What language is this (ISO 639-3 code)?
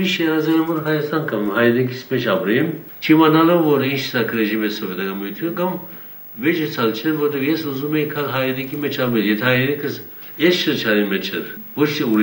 hye